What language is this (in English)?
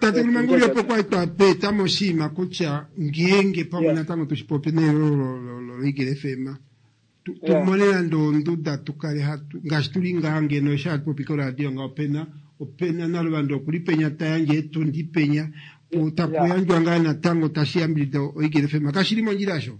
Kuanyama